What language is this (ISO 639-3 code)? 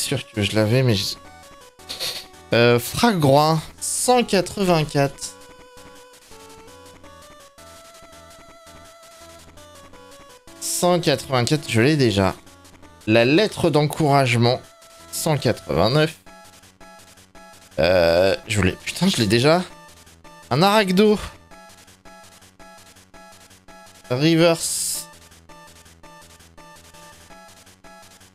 fra